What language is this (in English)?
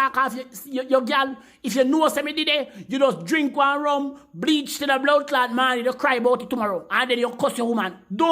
Jamaican Creole English